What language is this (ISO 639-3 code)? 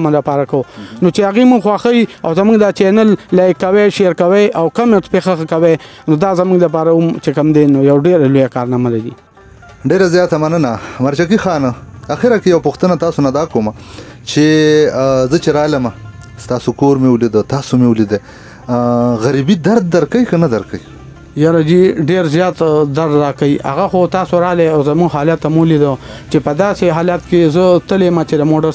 pus